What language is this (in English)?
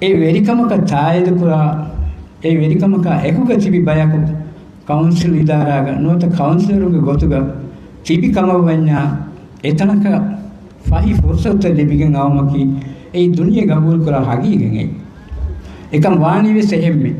Divehi